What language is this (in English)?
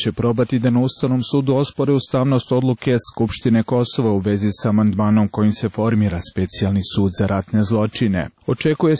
Serbian